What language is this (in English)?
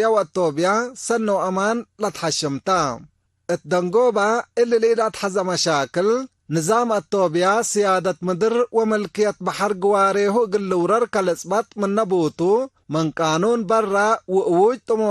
Tigre